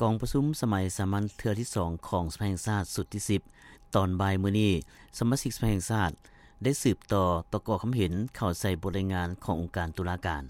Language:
Lao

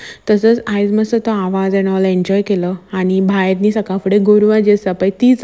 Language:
Konkani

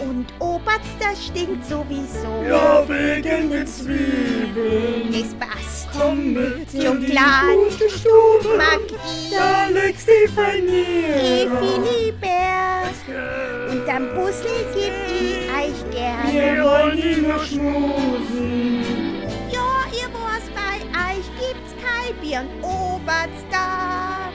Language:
Bavarian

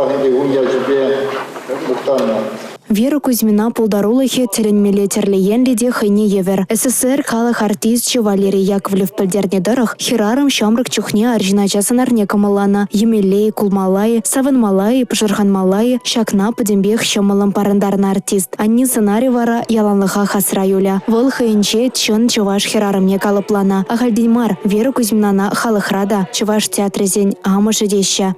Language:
Chuvash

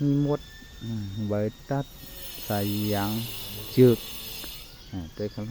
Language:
Shan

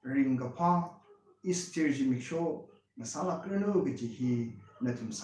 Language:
Tangkhul Naga (India)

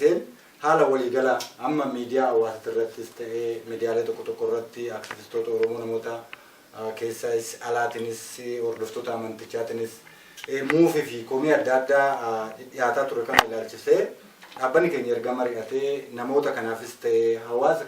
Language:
Oromo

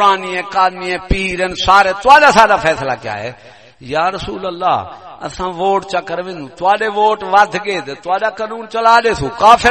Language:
Saraiki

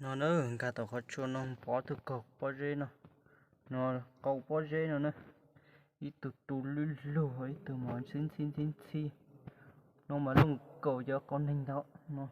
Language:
Hmong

